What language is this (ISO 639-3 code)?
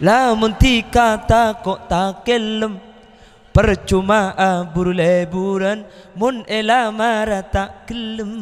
mad